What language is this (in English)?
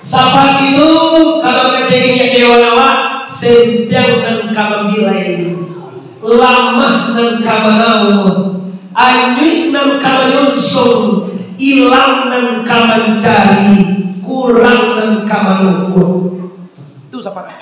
Minangkabau